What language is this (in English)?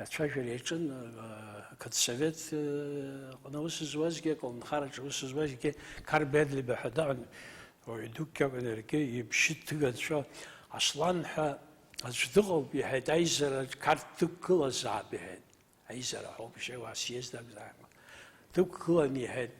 Abkhazian